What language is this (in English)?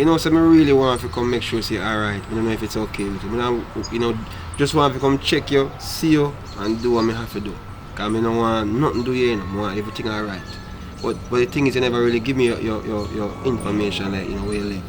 Jamaican Creole English